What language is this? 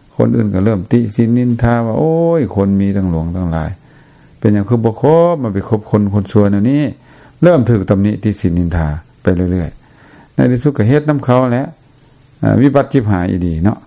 Lao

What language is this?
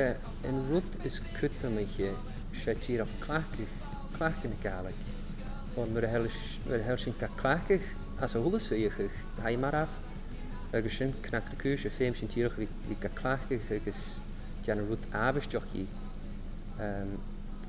Scottish Gaelic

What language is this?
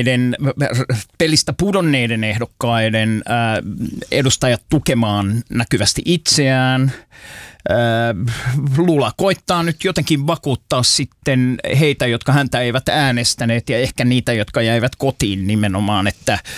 Finnish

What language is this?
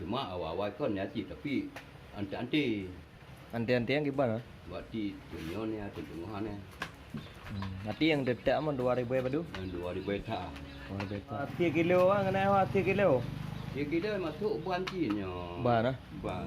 Achinese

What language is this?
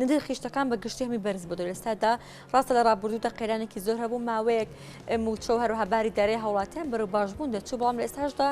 Central Kurdish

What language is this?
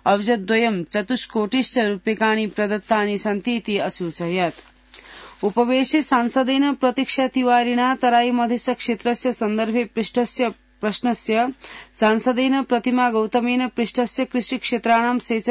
Sanskrit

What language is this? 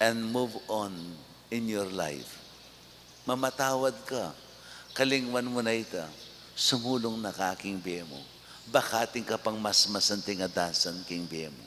Pampanga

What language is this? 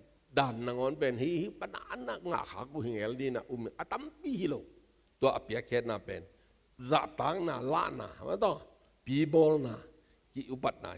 Tedim Chin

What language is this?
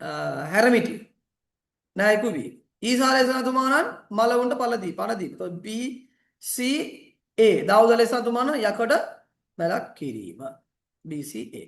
Sinhala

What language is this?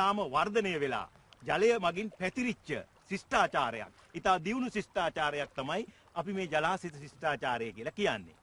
Sinhala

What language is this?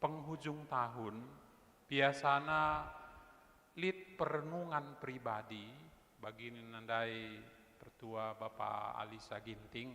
Batak Karo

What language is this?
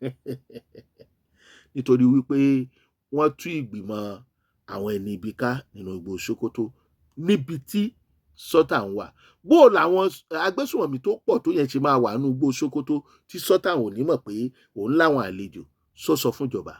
Yoruba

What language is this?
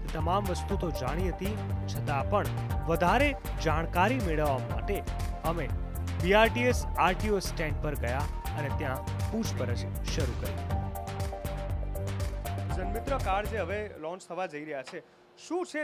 Gujarati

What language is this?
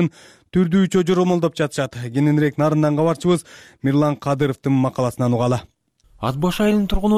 Kyrgyz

